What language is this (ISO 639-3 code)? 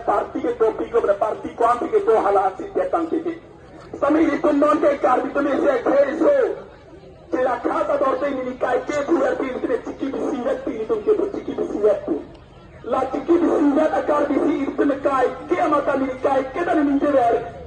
mjw